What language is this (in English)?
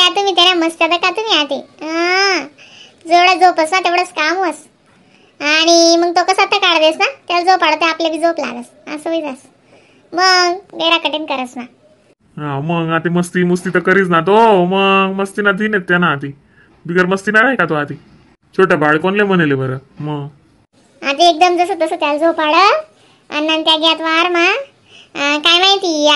Khandesi